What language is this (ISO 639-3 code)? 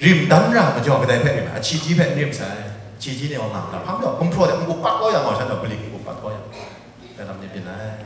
kac